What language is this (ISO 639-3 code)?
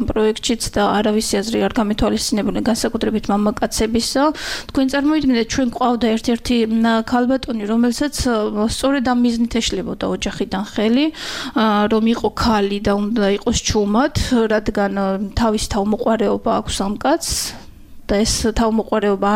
kat